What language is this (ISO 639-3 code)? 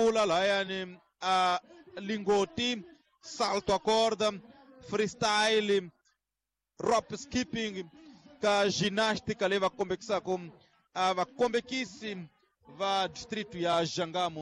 tso